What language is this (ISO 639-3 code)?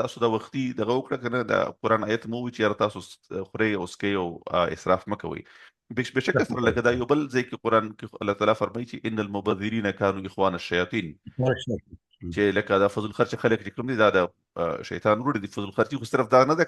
pus